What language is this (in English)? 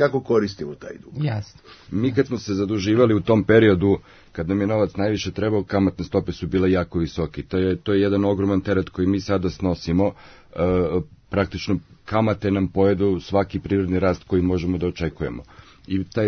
Serbian